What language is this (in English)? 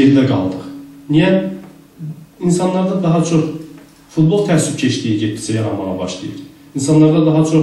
South Azerbaijani